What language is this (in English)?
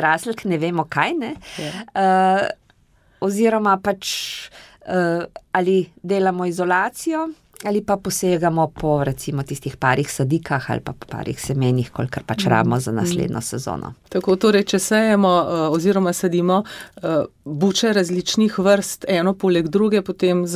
Slovenian